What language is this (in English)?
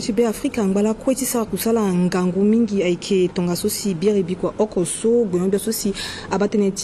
Sango